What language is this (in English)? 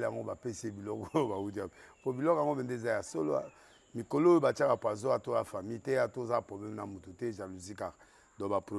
Lingala